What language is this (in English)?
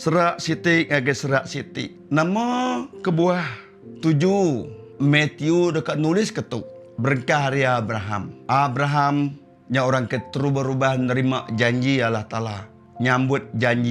Iban